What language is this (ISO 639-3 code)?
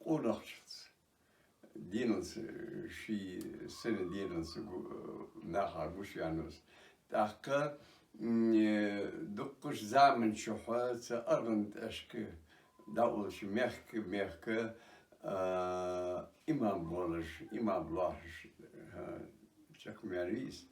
inh